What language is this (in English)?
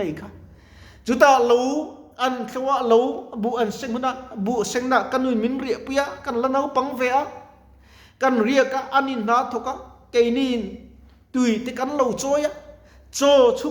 Mizo